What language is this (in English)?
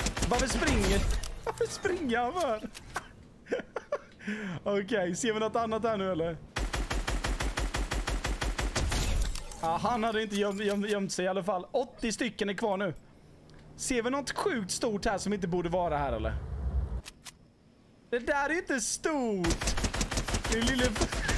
Swedish